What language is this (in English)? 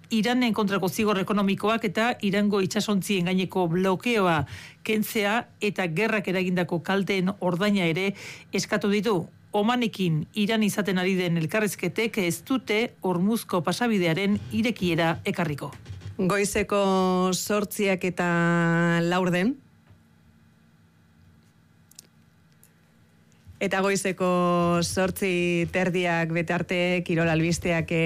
Basque